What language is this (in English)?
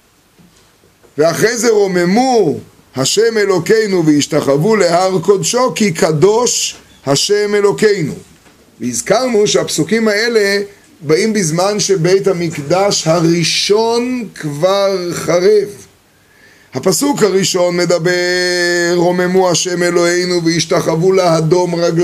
Hebrew